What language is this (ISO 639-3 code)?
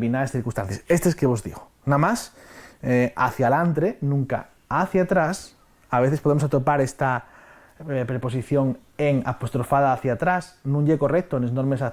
ast